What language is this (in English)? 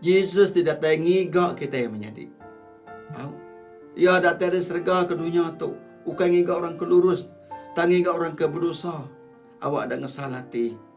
Iban